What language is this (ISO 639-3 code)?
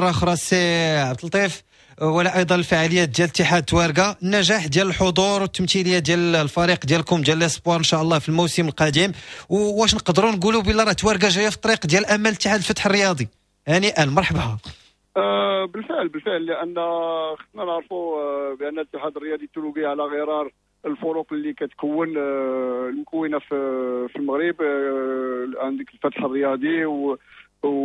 ary